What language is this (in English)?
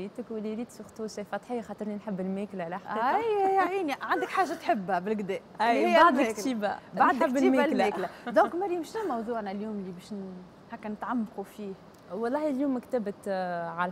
Tunisian Arabic